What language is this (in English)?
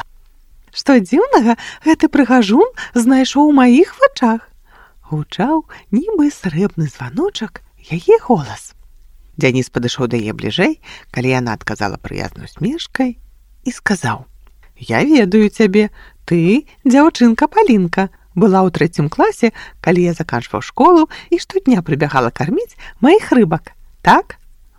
Belarusian